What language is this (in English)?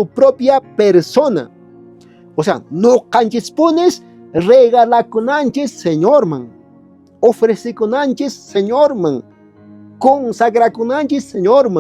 Quechua